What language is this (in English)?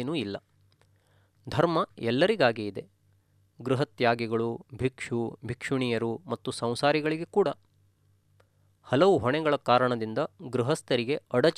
Kannada